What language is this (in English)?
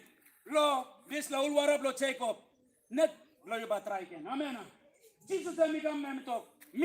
Tok Pisin